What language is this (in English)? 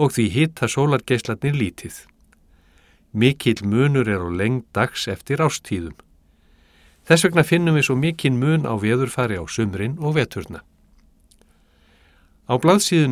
Icelandic